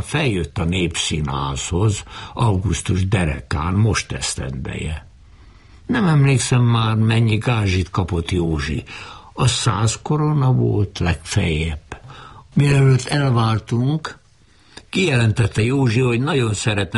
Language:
Hungarian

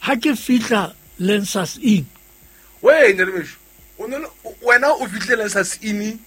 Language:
Southern Sotho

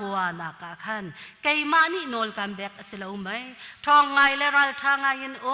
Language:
Hakha Chin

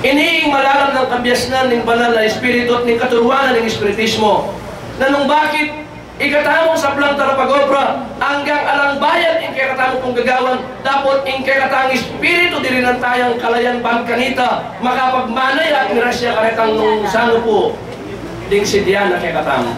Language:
Pampanga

